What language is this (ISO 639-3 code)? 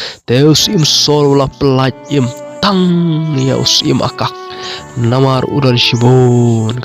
kha